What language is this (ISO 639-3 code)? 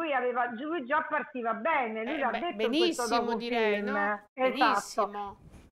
ita